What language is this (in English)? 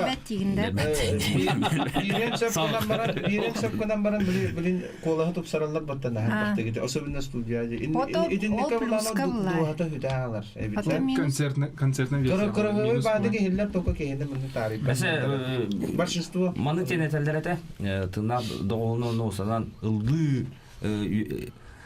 Yakut